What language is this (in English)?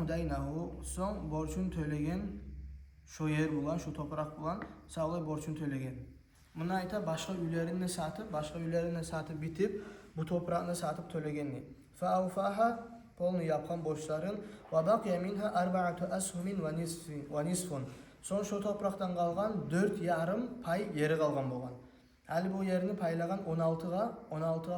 Kumyk